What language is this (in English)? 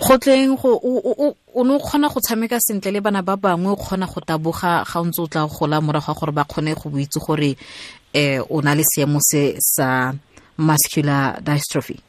Tswana